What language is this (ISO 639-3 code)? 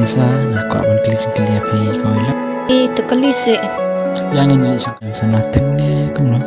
kha